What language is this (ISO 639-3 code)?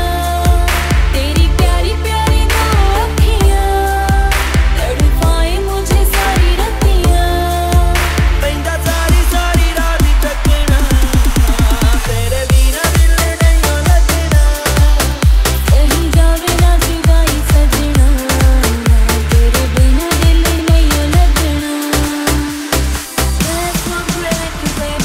hin